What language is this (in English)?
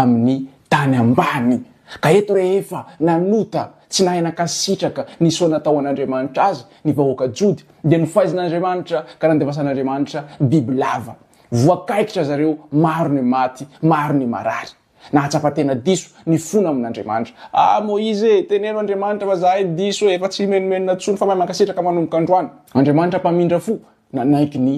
Malagasy